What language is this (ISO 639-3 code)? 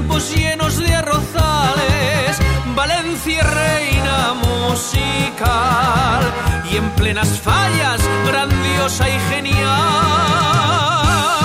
spa